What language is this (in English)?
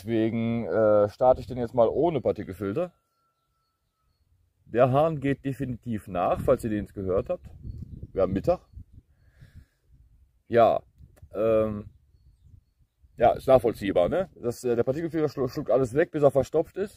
German